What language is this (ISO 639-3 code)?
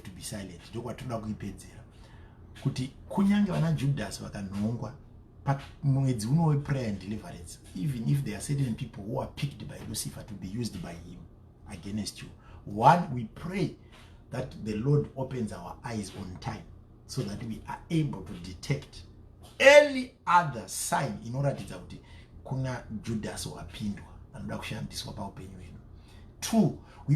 sna